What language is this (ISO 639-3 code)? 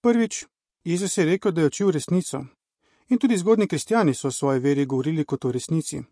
slv